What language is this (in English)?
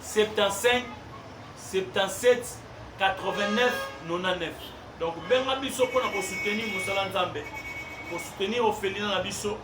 Lingala